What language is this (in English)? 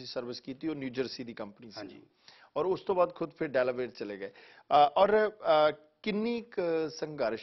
Punjabi